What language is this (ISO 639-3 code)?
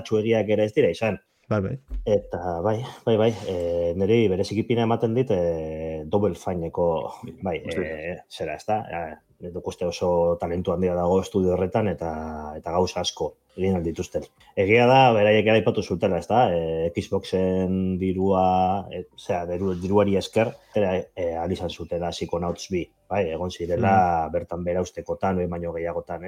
eus